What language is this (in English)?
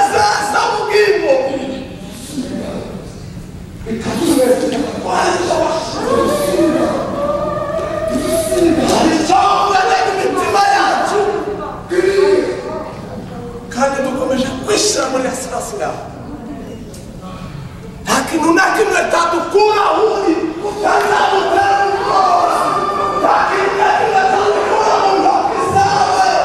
Kinyarwanda